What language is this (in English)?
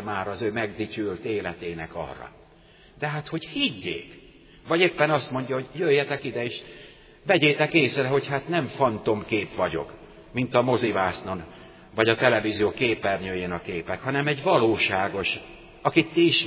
Hungarian